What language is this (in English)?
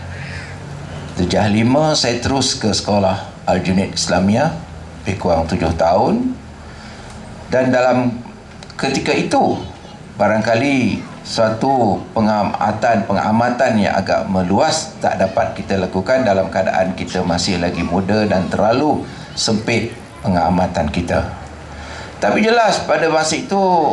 Malay